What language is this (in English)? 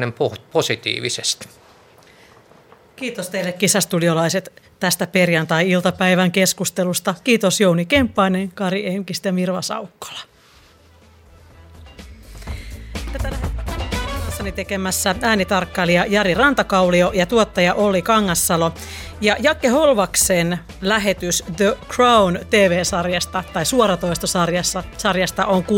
Finnish